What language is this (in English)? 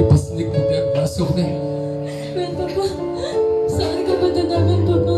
Iloko